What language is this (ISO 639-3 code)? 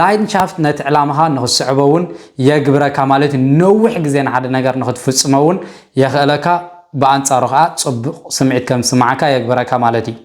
tir